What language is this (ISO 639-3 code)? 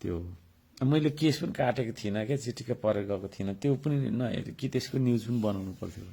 nep